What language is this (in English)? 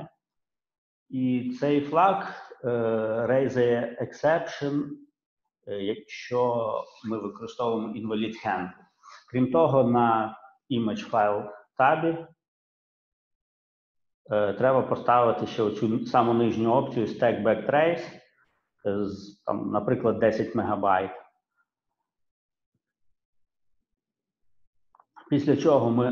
Ukrainian